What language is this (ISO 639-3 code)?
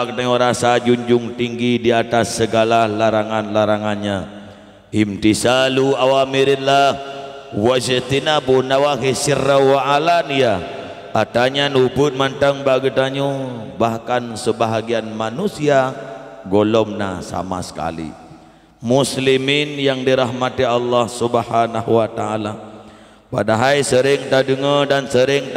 ace